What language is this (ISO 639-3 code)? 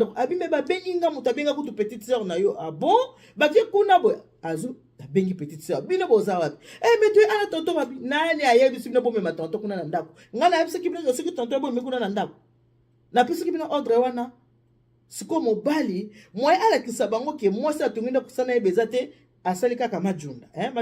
lin